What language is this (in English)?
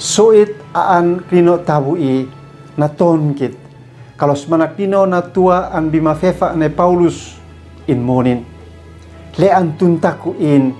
Uab Meto